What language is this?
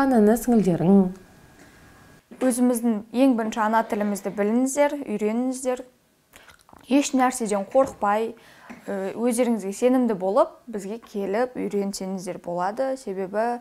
Kazakh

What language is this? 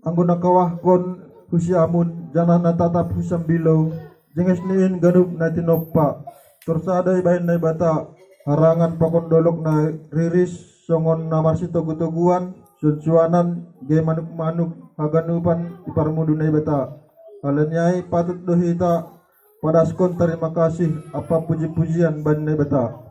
Batak Simalungun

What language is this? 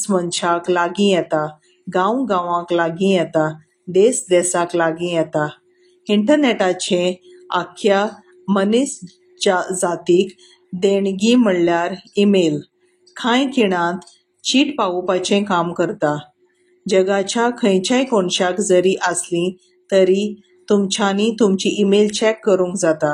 Konkani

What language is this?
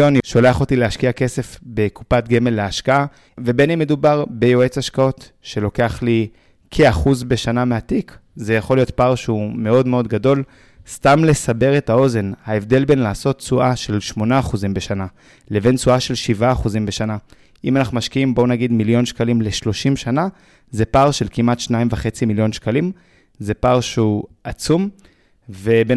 Hebrew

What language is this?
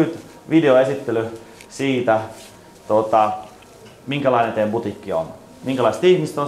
Finnish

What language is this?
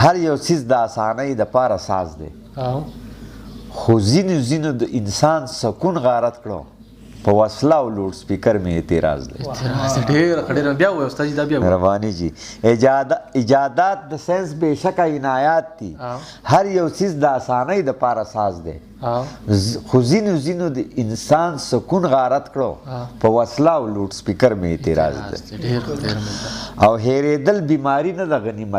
Pashto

